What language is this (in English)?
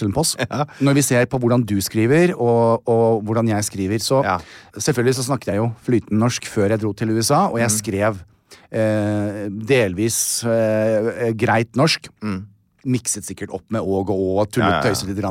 Norwegian